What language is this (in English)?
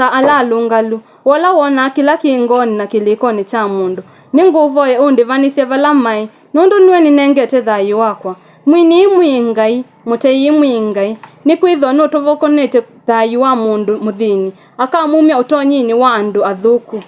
Kamba